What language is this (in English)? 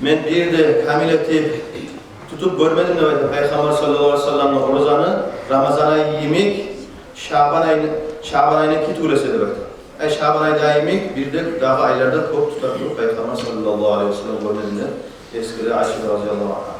Kumyk